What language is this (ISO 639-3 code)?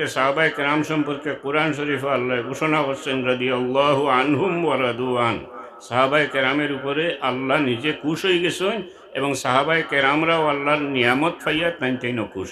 syl